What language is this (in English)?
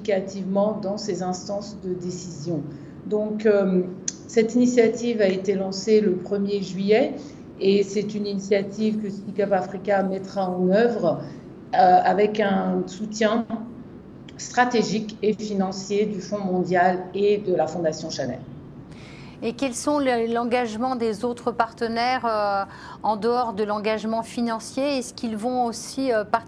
French